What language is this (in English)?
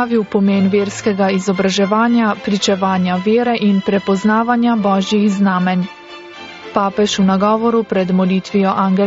Slovenian